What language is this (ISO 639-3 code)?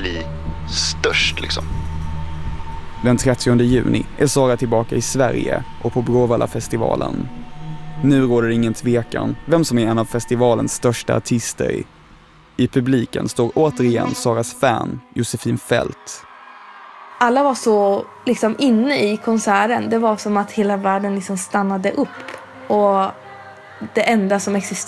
swe